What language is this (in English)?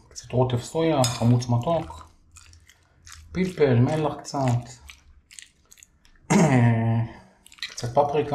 Hebrew